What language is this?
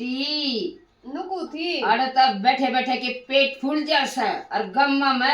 Haryanvi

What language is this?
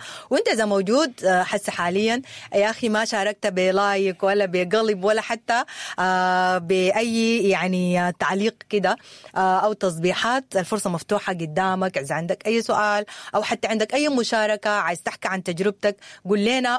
Sudanese Arabic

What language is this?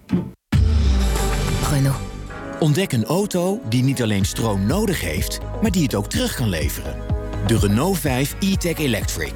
Dutch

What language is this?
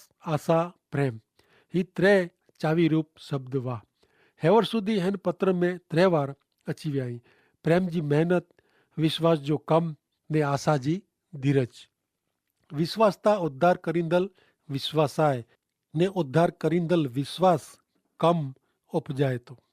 Kachhi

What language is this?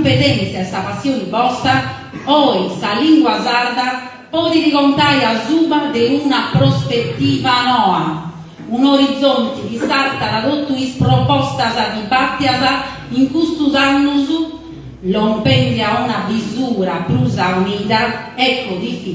Sardinian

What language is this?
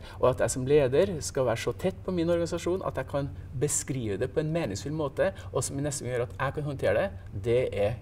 Norwegian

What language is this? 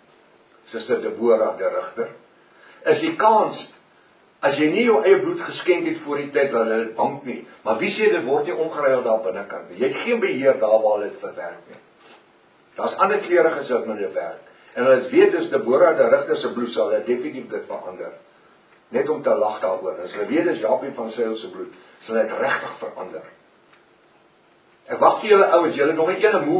Afrikaans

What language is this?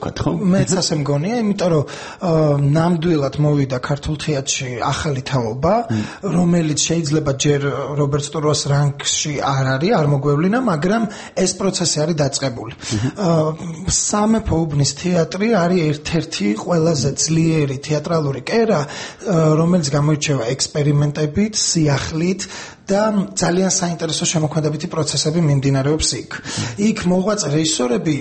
Georgian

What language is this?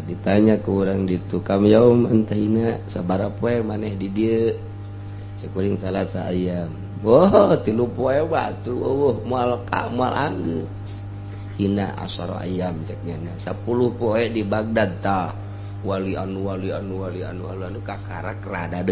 Sundanese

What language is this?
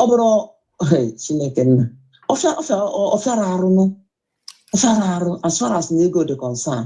Igbo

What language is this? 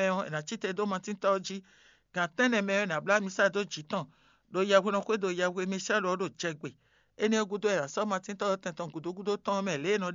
Fon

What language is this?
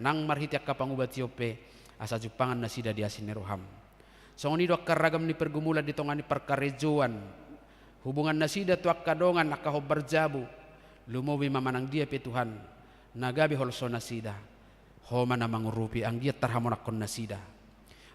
Batak Toba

